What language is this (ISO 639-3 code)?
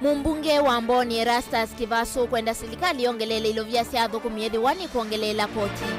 kam